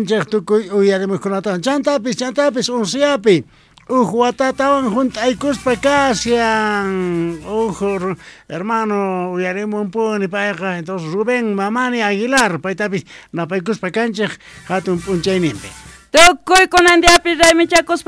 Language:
South Bolivian Quechua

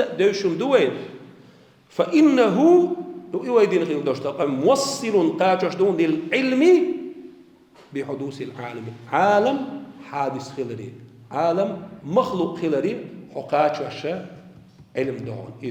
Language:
Chechen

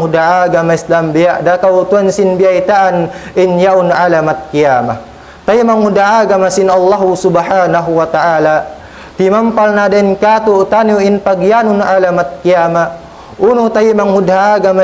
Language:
Tausug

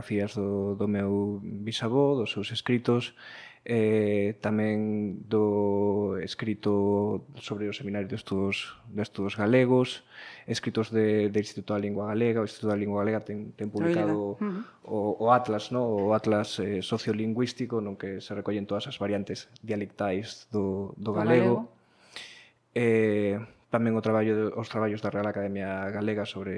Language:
Galician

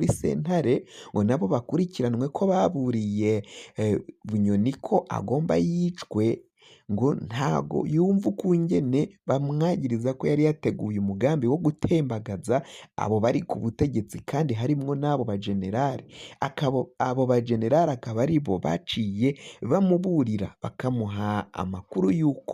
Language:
Rundi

